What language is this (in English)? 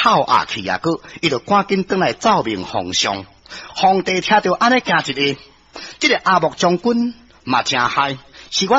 Min Nan Chinese